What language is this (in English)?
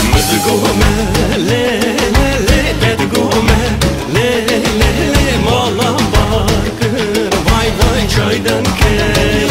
Zaza